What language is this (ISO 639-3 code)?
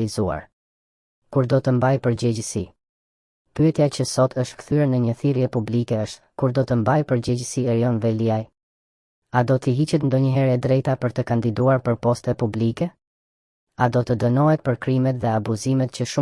sqi